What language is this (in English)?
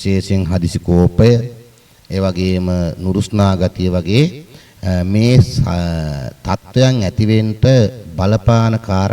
Sinhala